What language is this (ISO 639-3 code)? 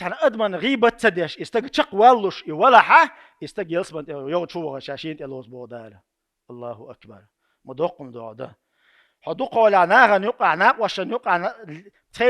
che